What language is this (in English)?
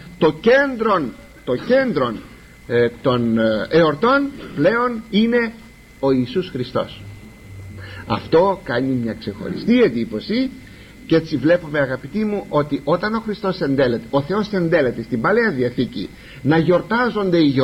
Greek